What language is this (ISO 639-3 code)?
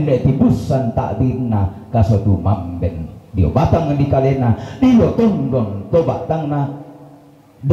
sda